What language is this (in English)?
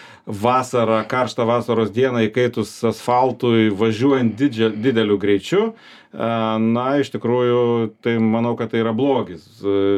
Lithuanian